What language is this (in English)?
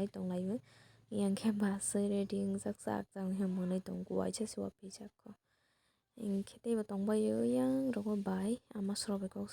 Kok Borok